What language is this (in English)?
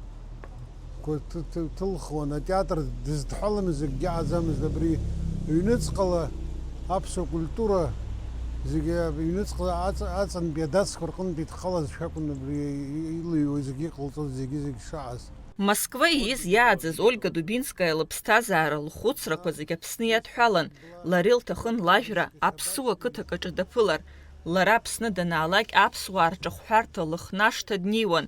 Abkhazian